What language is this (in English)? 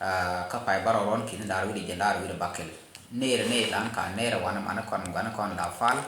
Nuer